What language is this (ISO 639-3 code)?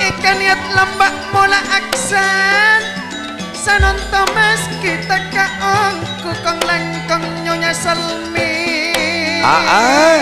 mad